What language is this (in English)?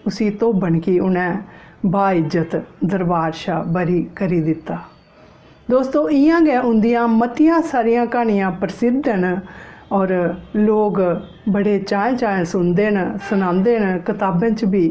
Dogri